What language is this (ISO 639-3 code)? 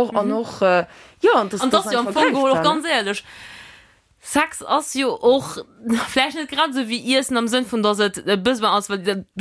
ltz